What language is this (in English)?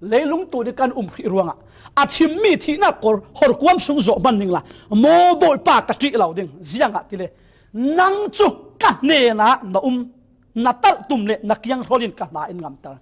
Falam Chin